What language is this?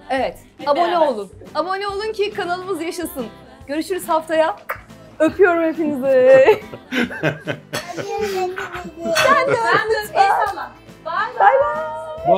Turkish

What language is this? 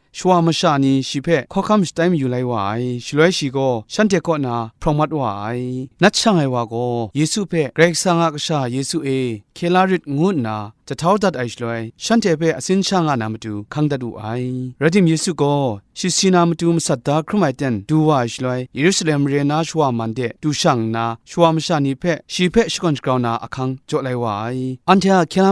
Kachin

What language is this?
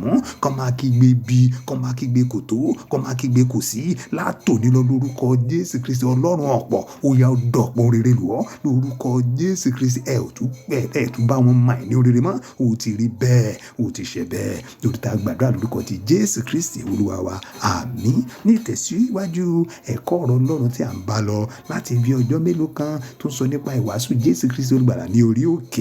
Yoruba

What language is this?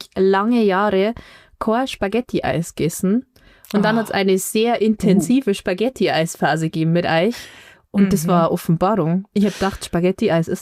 Bavarian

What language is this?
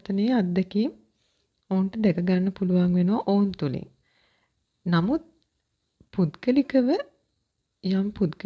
Sinhala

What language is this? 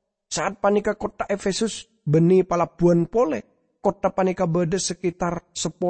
Madurese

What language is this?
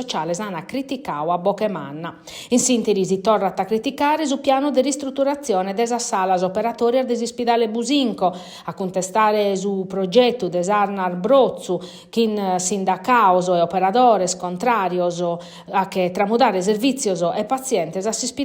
Sardinian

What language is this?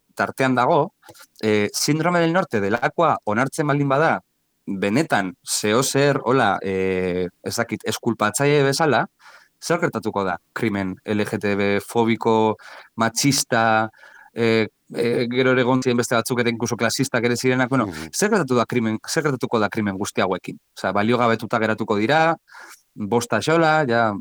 Basque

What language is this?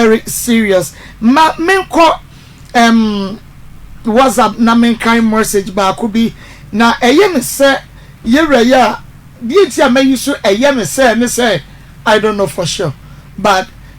Akan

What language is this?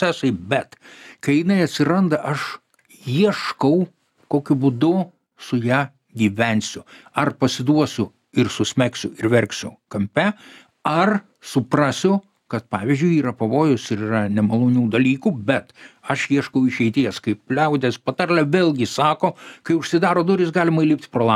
Lithuanian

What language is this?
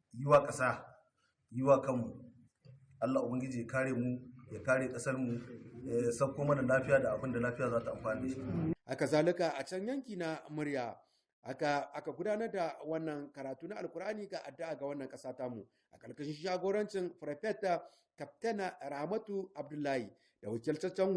Hausa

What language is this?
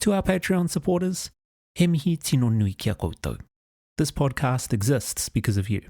Māori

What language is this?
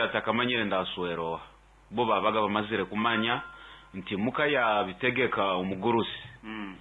Nyoro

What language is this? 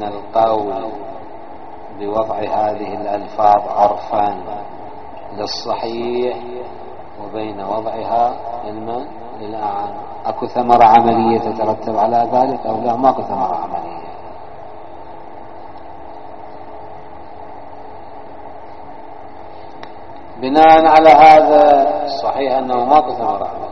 Arabic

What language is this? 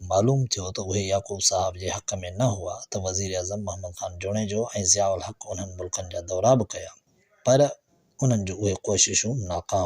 Sindhi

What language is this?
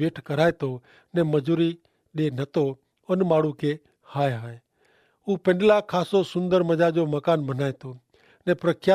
Kachhi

